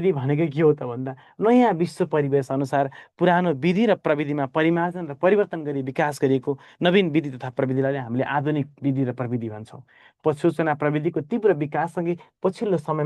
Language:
Nepali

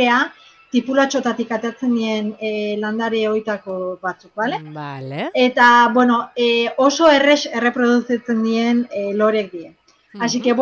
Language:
Basque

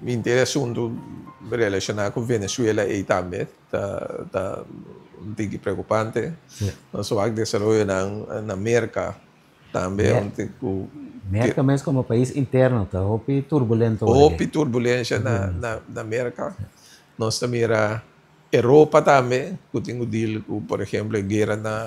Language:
Papiamento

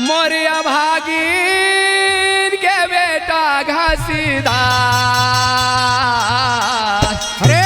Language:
Chhattisgarhi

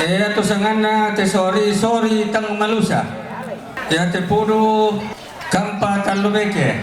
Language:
Toraja-Sa'dan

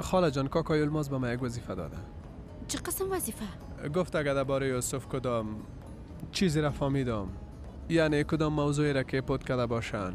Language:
Persian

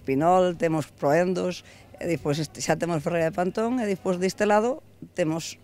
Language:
Galician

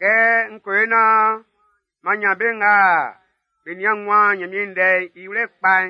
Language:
Baoulé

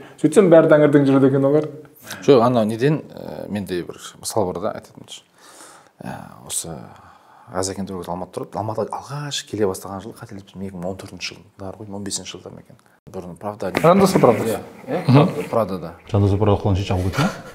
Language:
Kazakh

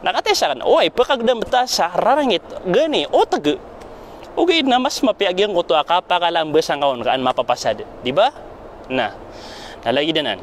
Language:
Maranao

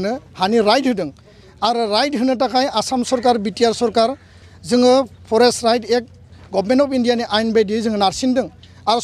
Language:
Bodo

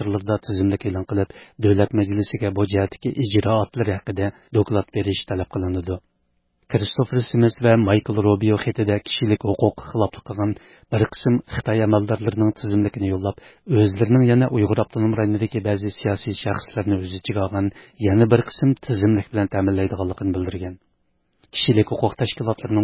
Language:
Uyghur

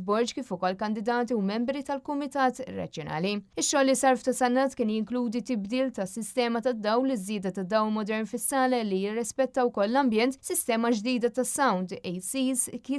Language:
Maltese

